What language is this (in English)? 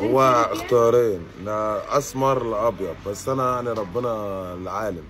Egyptian Arabic